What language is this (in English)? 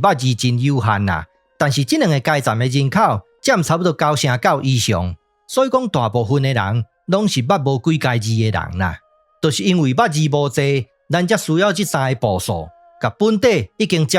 Min Nan Chinese